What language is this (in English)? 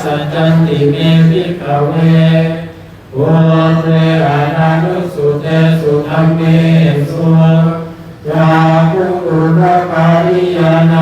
Pali